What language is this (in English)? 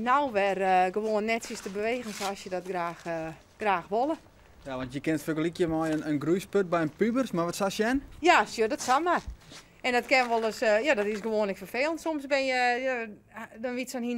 Western Frisian